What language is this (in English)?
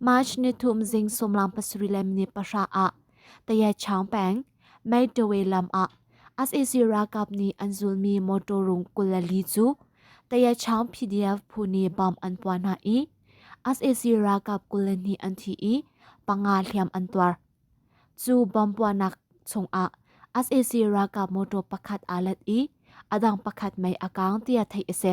Hakha Chin